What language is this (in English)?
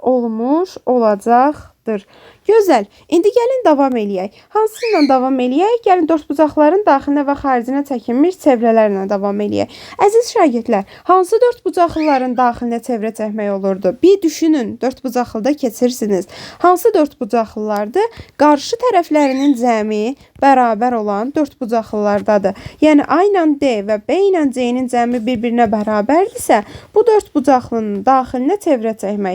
Azerbaijani